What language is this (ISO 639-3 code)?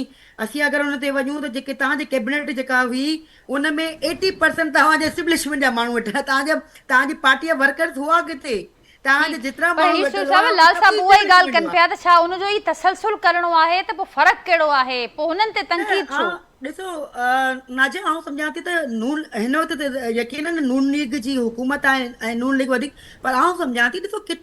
snd